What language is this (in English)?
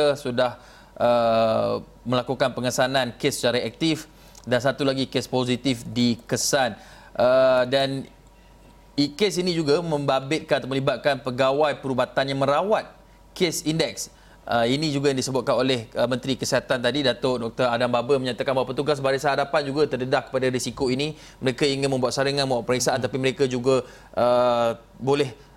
Malay